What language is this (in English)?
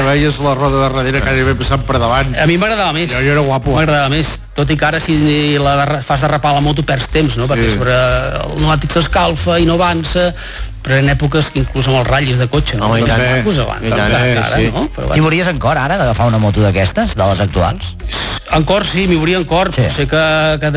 Catalan